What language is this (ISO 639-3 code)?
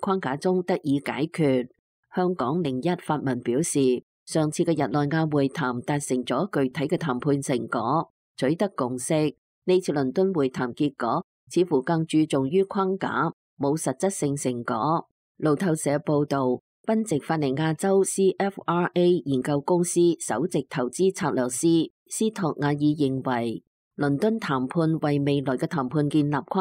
yue